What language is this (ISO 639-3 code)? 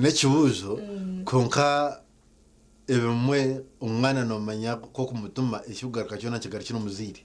nyn